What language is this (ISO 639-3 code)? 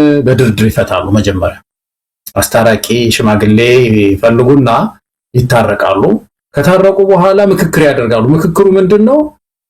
amh